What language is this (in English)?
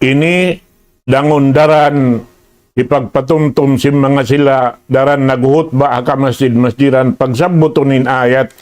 Tausug